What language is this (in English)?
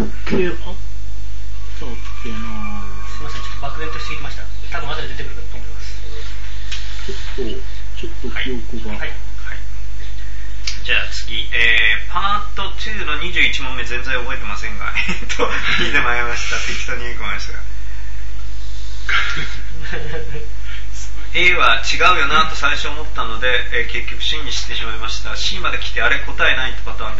Japanese